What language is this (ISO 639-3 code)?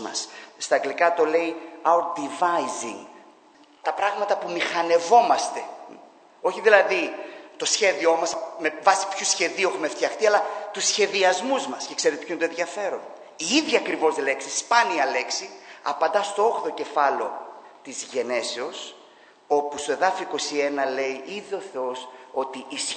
ell